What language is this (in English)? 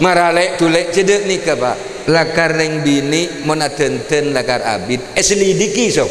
Madurese